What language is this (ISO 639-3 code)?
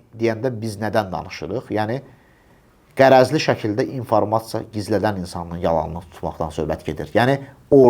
aze